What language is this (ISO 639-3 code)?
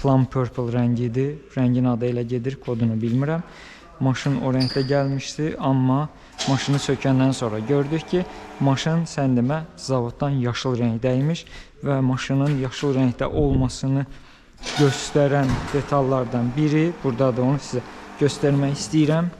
aze